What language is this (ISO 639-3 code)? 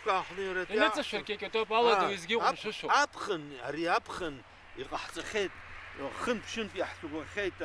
abk